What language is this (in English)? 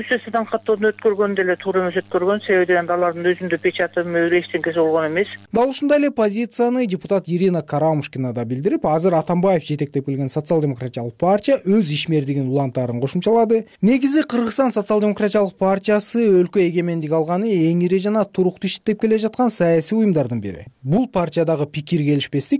Kyrgyz